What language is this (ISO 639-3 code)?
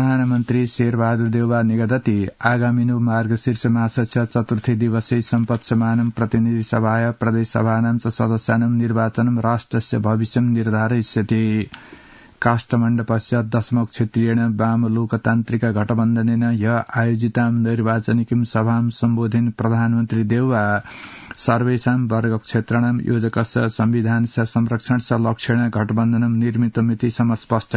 san